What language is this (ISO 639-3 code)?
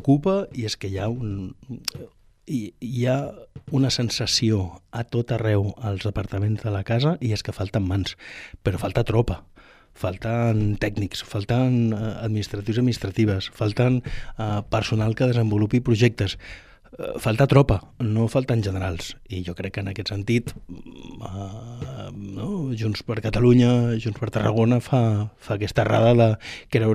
cat